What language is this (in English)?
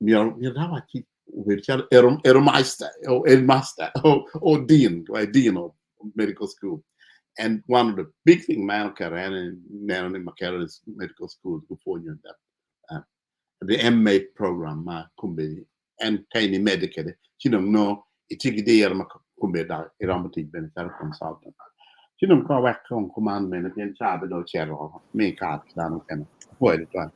Acoli